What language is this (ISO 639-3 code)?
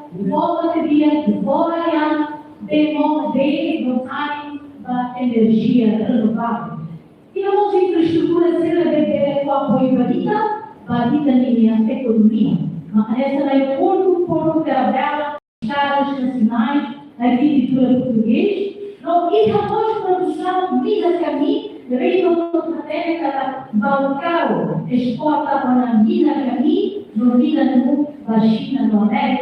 tet